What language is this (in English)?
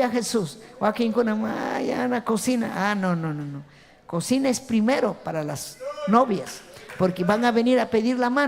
Ayacucho Quechua